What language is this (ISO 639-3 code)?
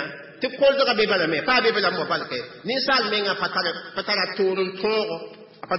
mos